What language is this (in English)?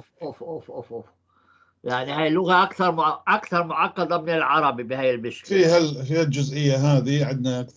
North Levantine Arabic